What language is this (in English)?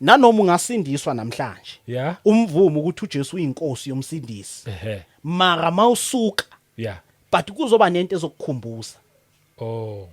Zulu